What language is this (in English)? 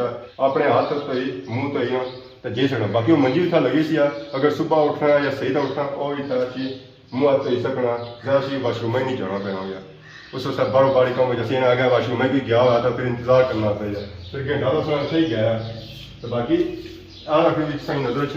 Pahari-Potwari